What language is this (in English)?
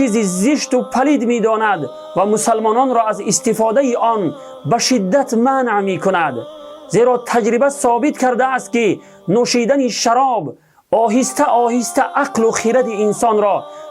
Tajik